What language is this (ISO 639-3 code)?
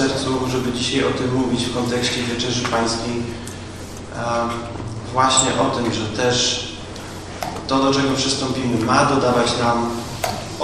pol